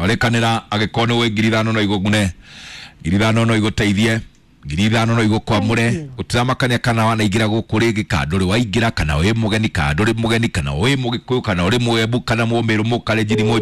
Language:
Kikuyu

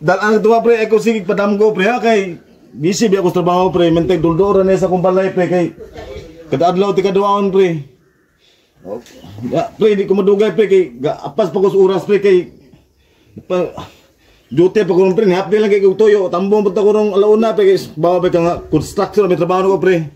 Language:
Cebuano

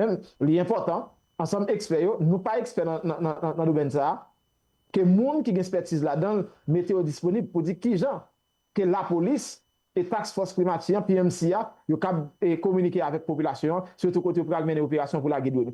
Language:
Haitian Creole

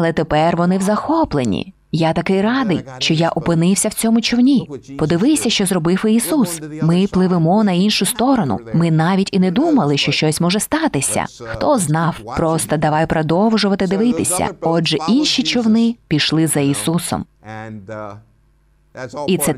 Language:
Ukrainian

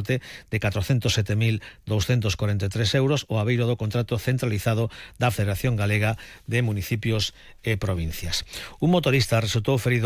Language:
Galician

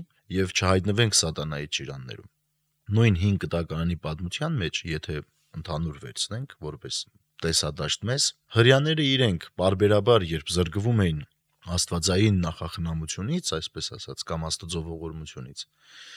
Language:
Armenian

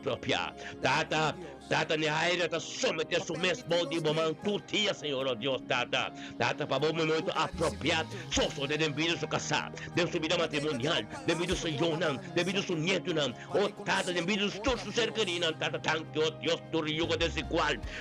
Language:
Papiamento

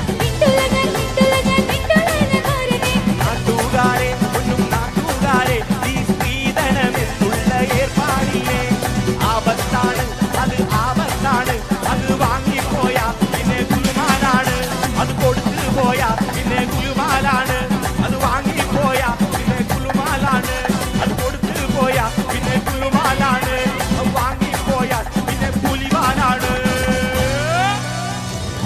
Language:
Malayalam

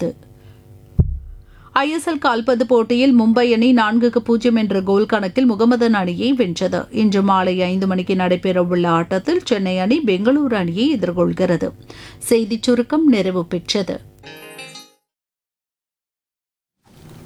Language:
Tamil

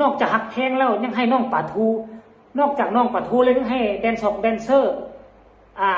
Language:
Northeastern Thai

